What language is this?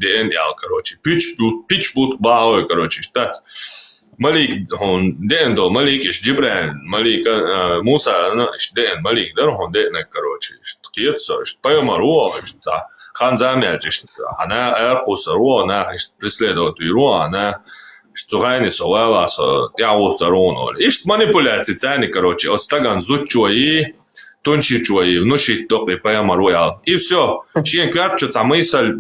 Chechen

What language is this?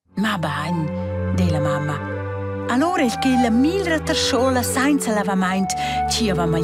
Romansh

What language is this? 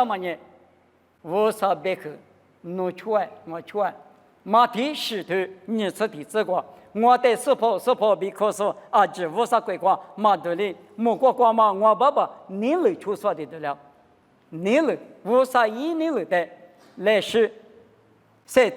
Lisu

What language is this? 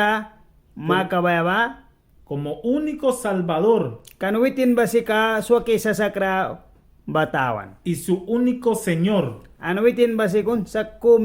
Mískito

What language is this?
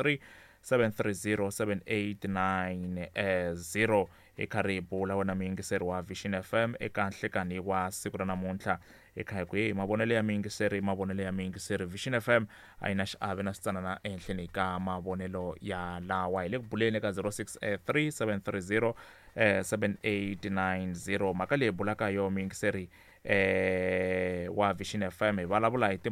Tsonga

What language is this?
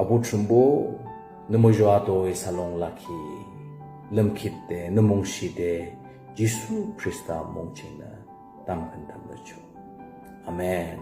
Yimchungru Naga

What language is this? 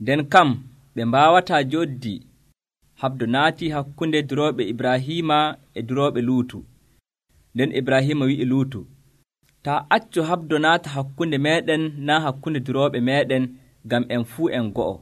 Nigerian Fulfulde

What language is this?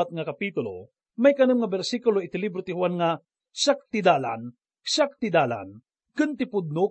Iloko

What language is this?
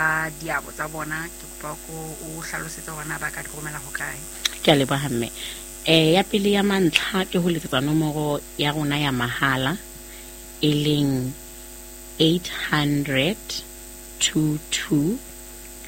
Southern Sotho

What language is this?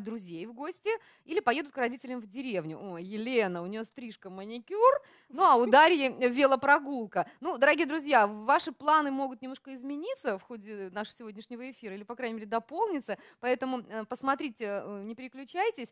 Russian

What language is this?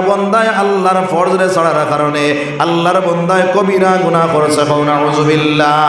Sylheti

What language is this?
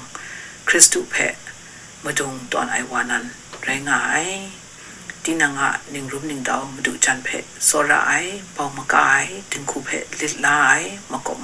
Kachin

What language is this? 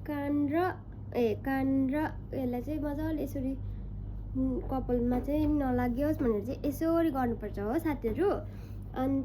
Nepali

